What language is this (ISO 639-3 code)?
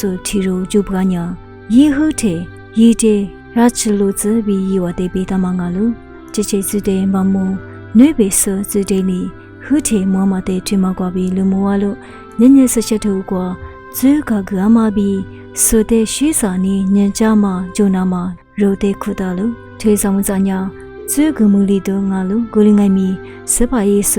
lis